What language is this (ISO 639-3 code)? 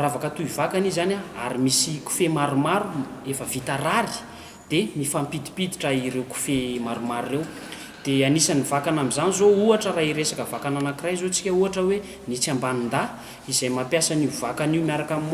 mlg